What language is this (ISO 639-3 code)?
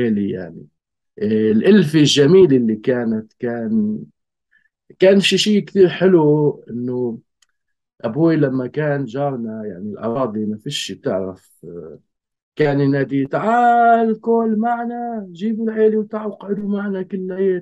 apc